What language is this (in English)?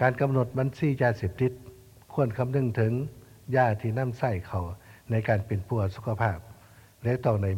Lao